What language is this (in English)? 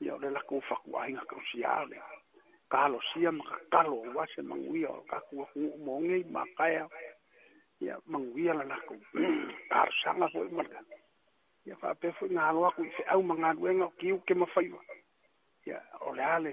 Samoan